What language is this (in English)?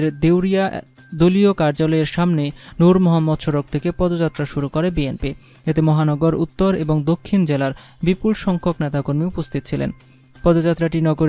Bangla